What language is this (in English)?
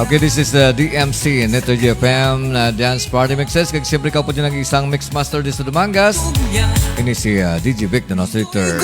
Hiligaynon